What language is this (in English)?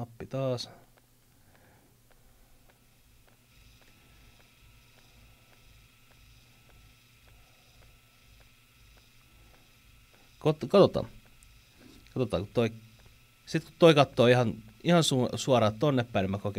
Finnish